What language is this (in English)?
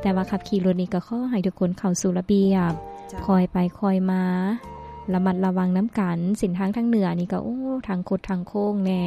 Lao